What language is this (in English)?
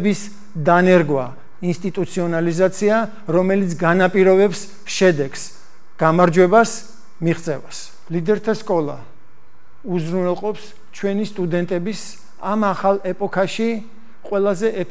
Georgian